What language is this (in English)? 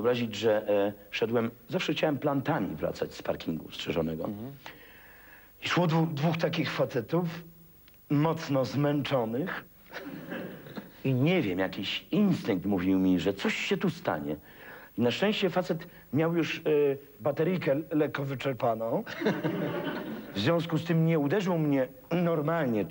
Polish